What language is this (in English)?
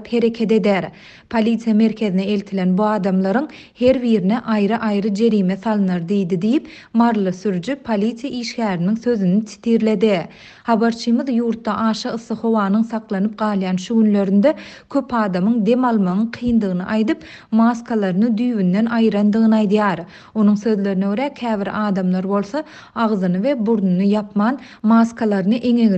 Turkmen